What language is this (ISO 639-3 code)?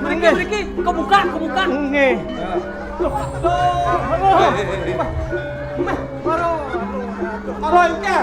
ban